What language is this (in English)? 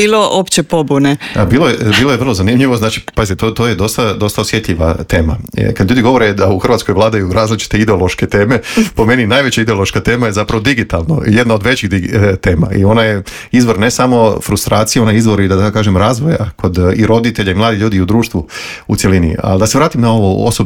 Croatian